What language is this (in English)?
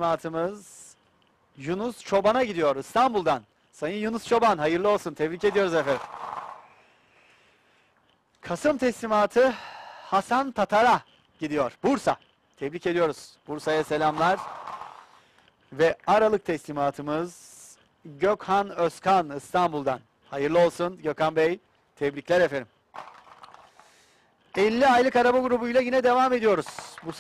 Turkish